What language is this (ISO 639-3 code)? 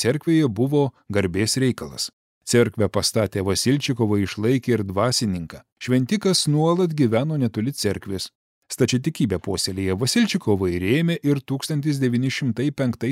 lit